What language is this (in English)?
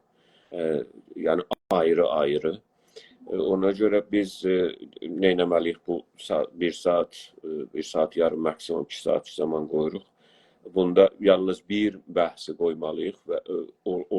South Azerbaijani